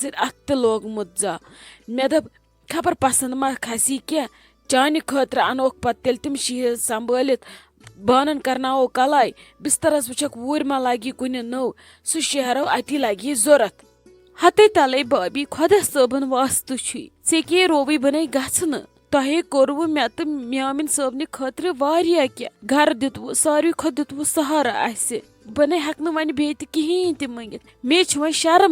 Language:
Kashmiri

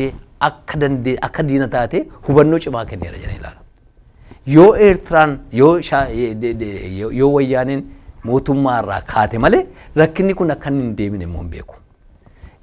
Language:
Oromo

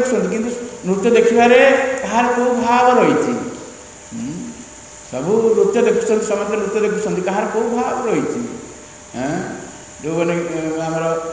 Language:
Odia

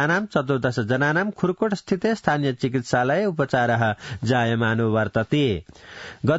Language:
Sanskrit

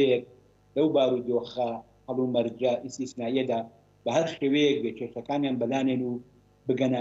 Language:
Central Kurdish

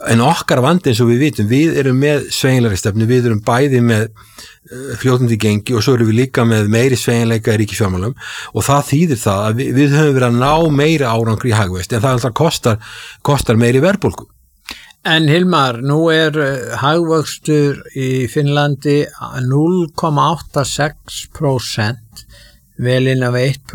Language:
Icelandic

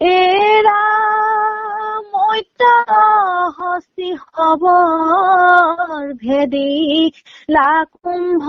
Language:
Assamese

